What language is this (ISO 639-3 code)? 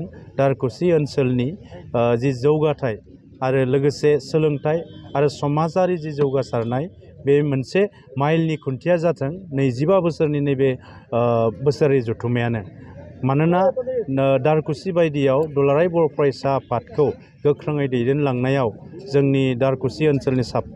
brx